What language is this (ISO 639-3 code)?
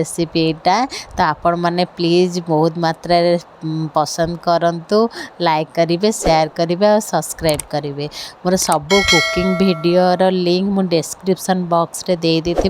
ori